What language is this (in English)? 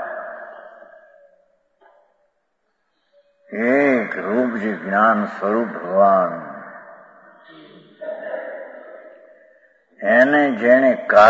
Gujarati